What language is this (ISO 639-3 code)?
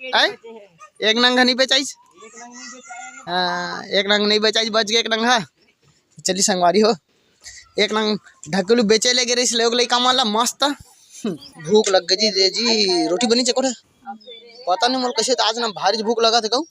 hne